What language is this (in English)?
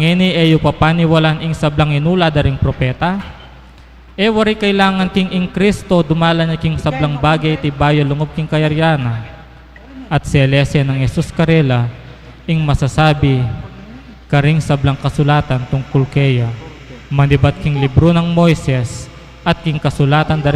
Pampanga